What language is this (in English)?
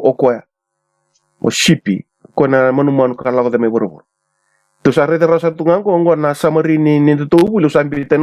Fijian